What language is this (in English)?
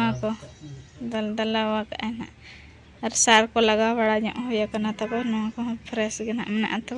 Santali